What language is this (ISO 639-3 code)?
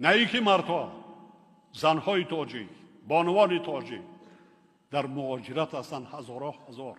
tgk